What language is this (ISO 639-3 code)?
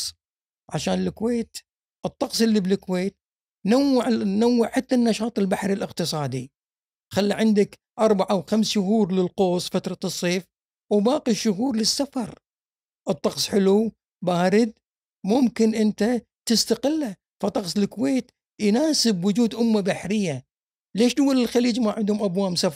afb